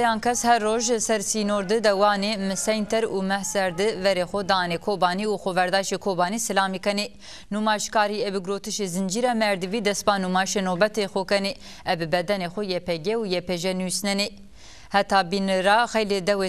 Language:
Zaza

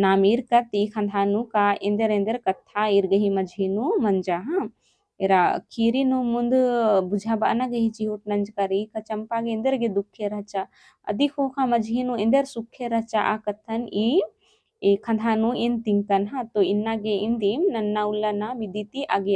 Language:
Kurukh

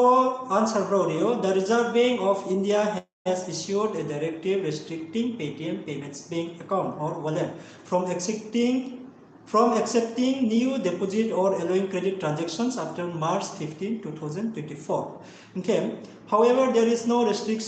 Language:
Riang (India)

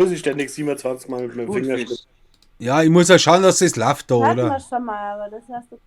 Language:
Bavarian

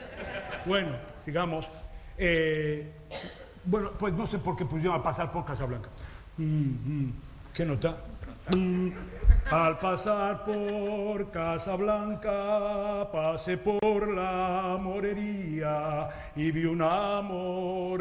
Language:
Ladino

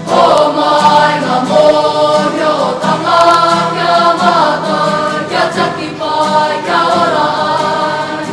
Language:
Māori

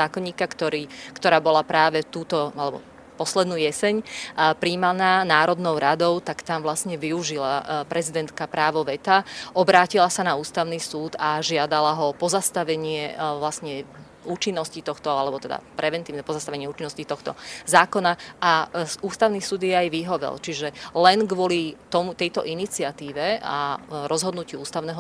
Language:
Slovak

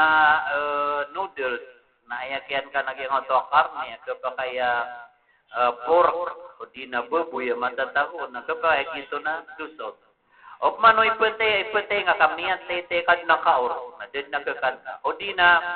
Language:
Maranao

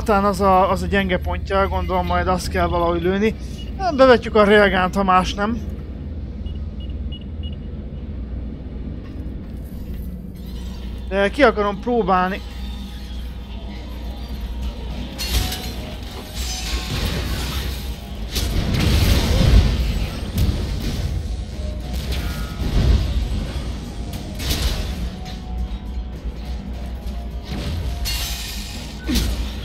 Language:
Hungarian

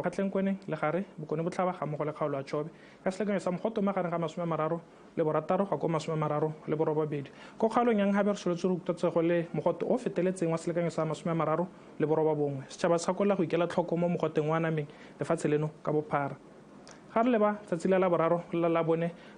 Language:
Tswana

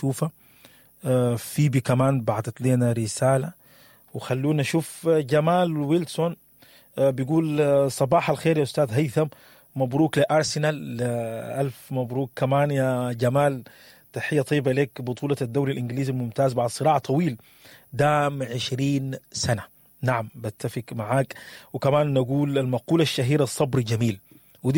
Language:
Sudanese Arabic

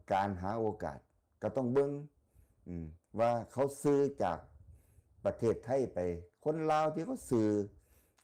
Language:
Northeastern Thai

